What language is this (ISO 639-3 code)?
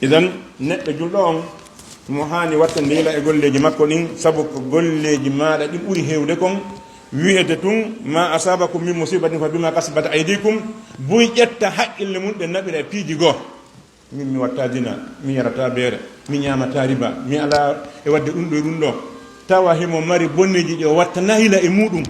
ful